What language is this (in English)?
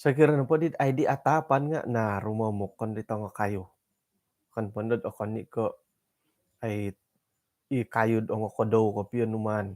Central Dusun